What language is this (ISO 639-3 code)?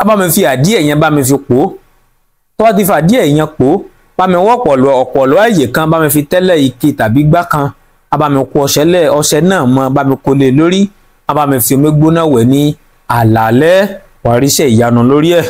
yor